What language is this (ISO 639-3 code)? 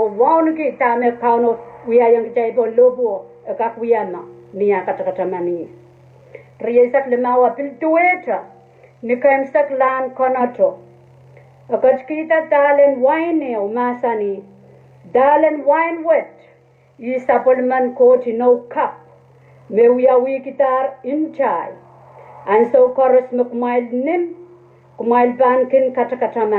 pon